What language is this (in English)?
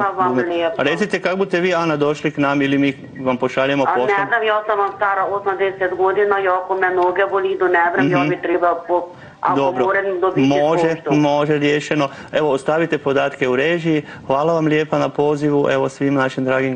Croatian